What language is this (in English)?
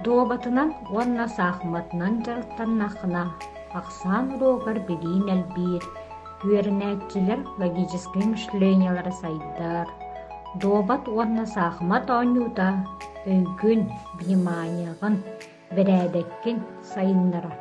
Yakut